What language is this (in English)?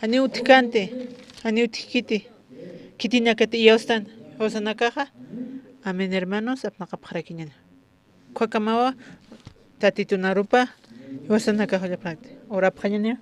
Aymara